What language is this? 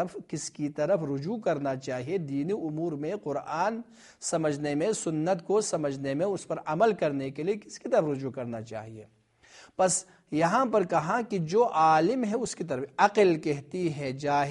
Urdu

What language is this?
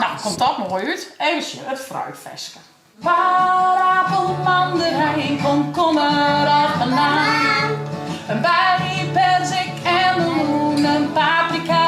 Western Frisian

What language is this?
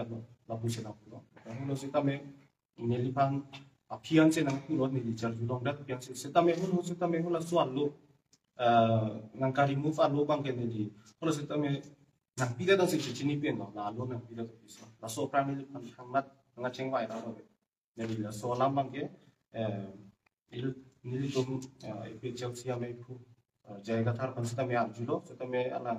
Karbi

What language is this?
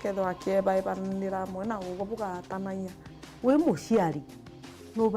Meru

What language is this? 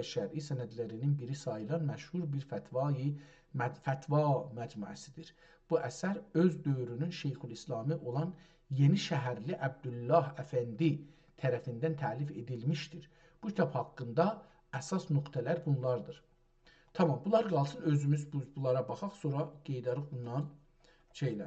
South Azerbaijani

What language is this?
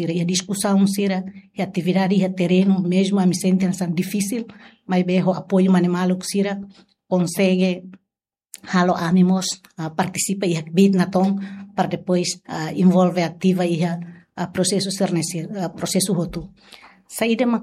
Tetum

